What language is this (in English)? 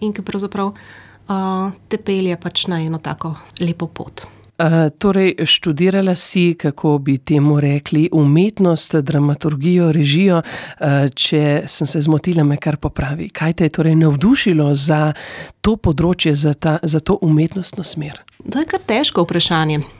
Slovenian